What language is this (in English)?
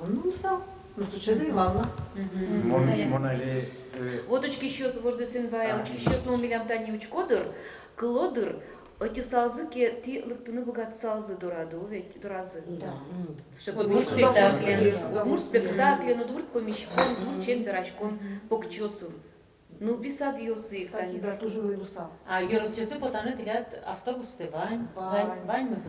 Udmurt